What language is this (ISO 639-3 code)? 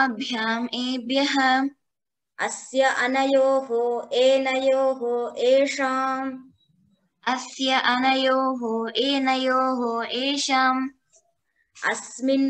san